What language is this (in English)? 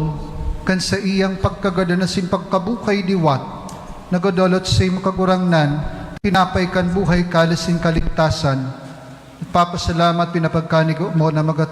Bikol